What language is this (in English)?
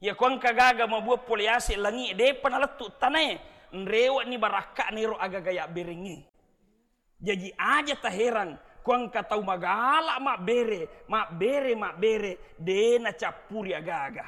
Buginese